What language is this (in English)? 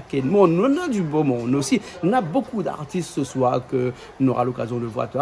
Réunion Creole French